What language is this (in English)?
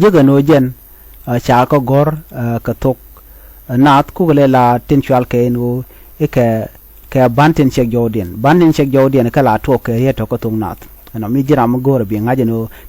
Nuer